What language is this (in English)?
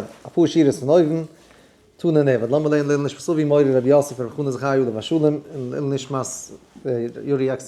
Yiddish